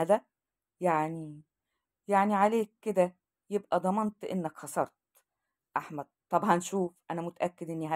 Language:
Egyptian Arabic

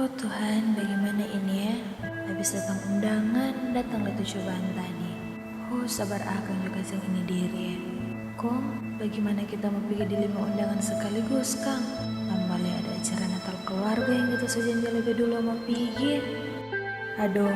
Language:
Manado Malay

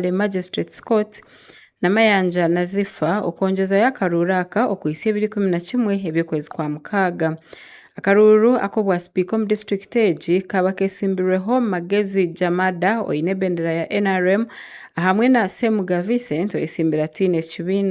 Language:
Nyankole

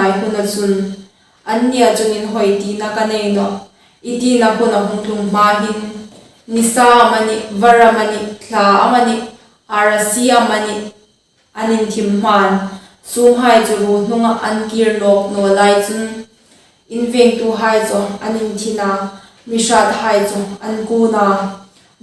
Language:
Hmar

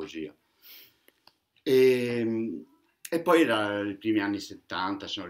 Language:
Italian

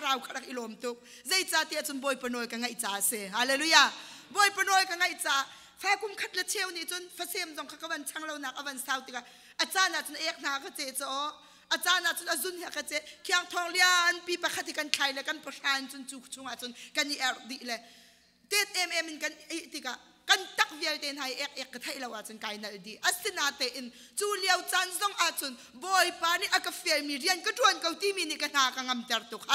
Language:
Hakha Chin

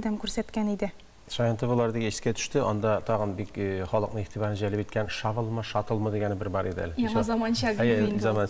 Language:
Tatar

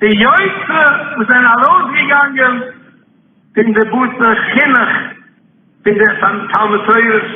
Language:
Yiddish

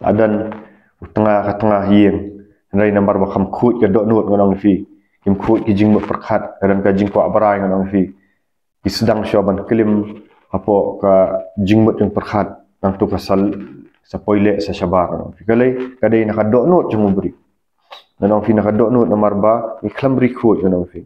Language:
Khasi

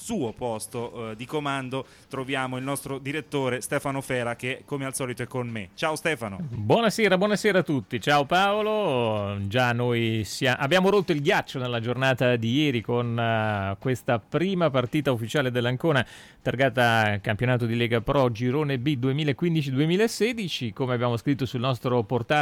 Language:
Italian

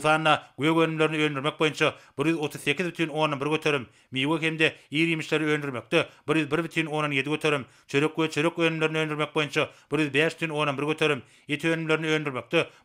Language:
Turkmen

